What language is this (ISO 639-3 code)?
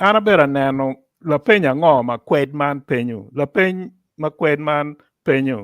ach